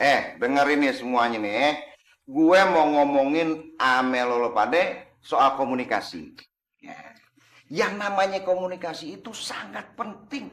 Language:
Betawi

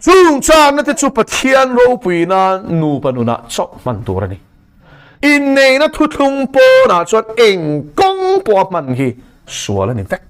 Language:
Mizo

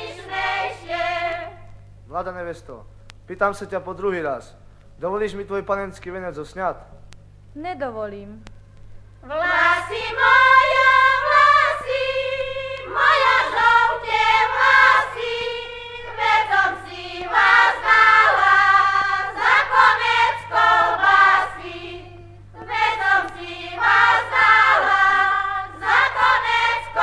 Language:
Slovak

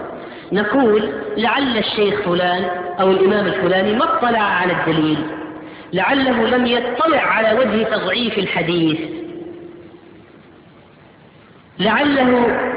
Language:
Arabic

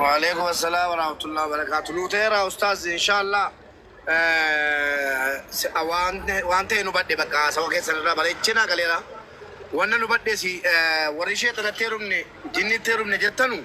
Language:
Oromo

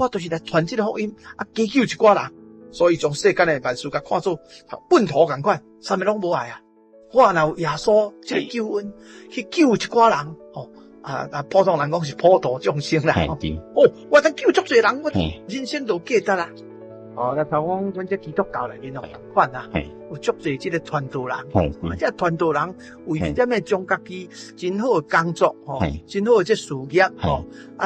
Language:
Min Nan Chinese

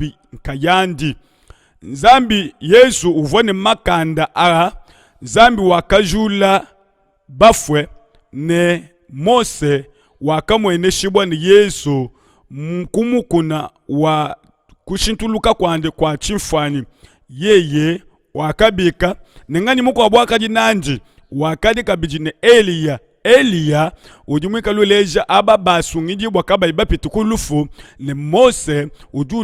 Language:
Luba-Lulua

